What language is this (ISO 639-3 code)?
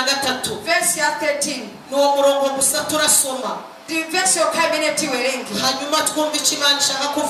kin